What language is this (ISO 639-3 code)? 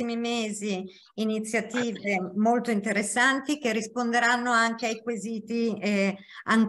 ita